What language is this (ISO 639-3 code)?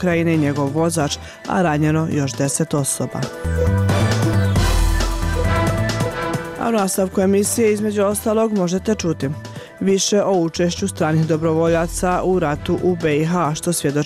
bos